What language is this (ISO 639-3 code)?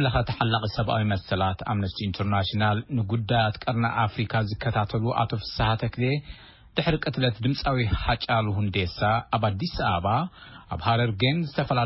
tir